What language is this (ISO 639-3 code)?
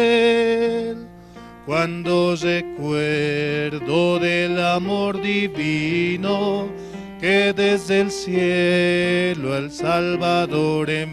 quh